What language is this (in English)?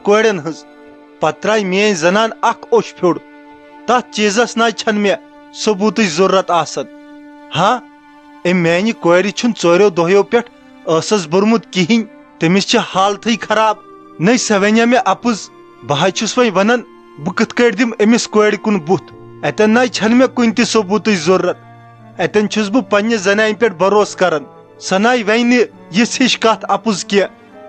Kashmiri